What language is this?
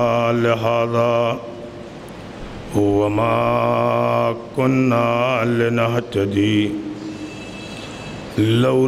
Urdu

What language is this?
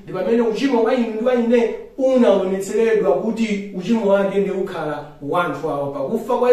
Nyanja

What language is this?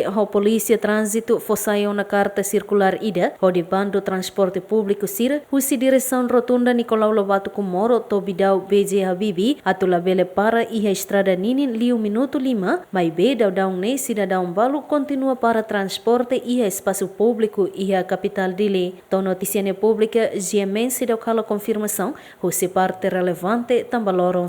Tetum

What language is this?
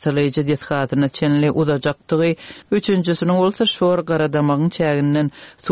Turkmen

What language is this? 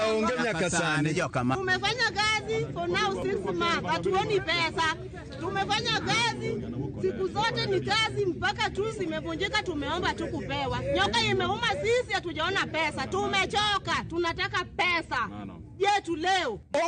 Luo (Kenya and Tanzania)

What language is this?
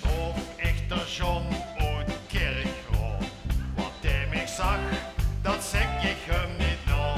Limburgish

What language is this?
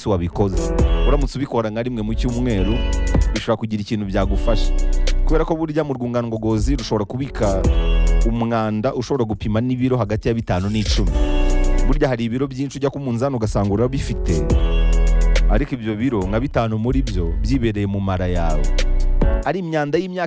Kinyarwanda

